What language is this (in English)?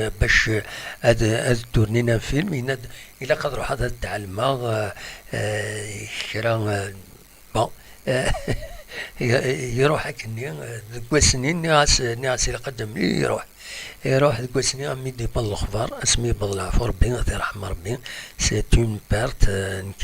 Kabyle